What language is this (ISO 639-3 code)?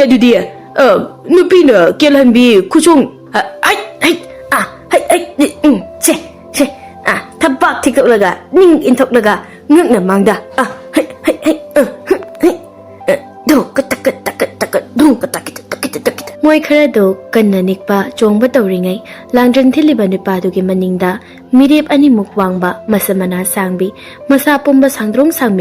mni